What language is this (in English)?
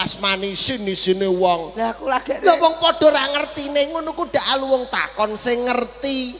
Javanese